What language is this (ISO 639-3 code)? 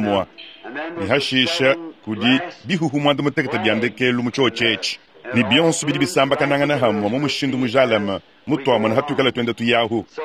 lua